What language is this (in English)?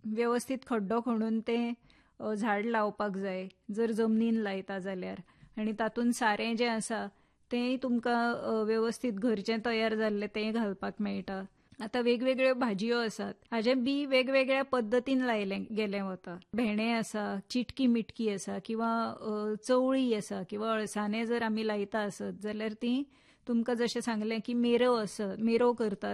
Konkani